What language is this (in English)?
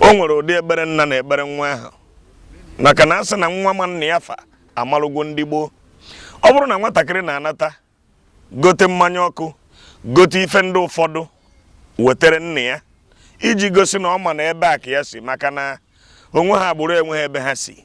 Igbo